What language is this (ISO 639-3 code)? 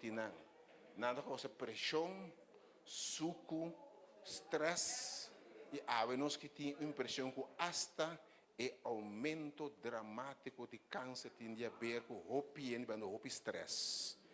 pap